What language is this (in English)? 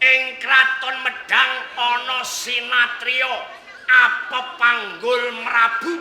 Javanese